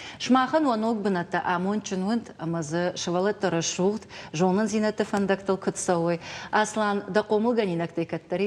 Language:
Ossetic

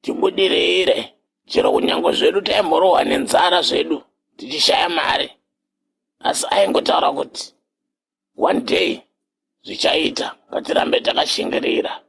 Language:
Shona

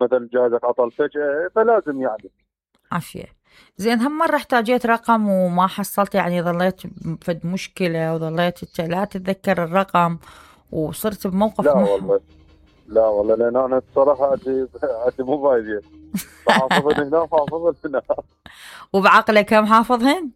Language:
Mesopotamian Arabic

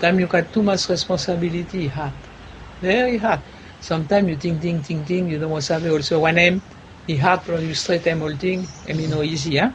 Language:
Bislama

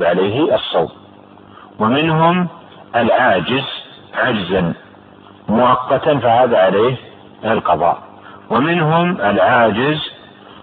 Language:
Arabic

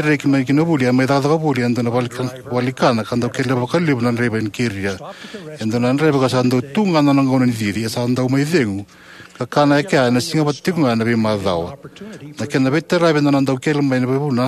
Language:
Fijian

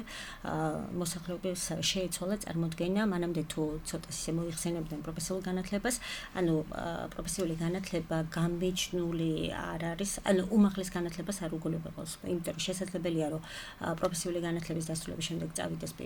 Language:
Georgian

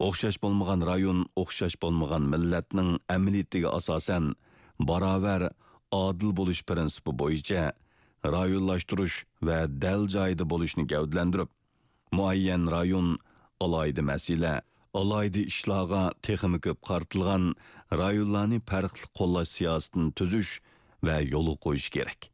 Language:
Uyghur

